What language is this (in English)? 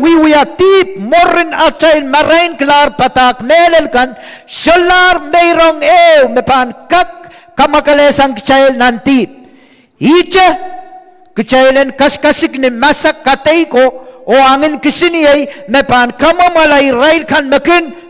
Pohnpeian